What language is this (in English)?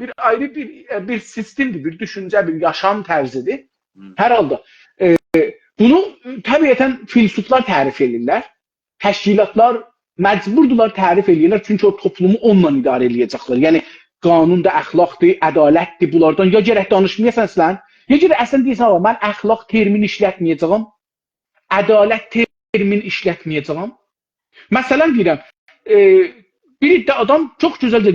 South Azerbaijani